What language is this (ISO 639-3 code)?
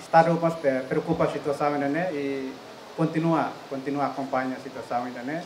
tet